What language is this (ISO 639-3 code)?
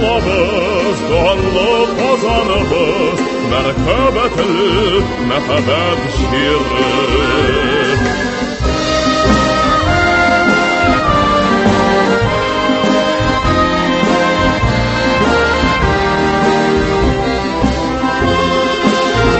tat